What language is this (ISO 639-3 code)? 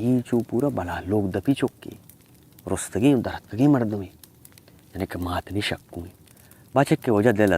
bal